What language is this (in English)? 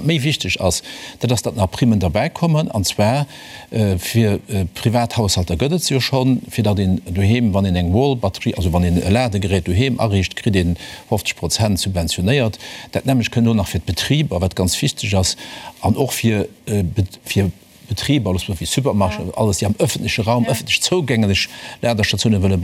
Luxembourgish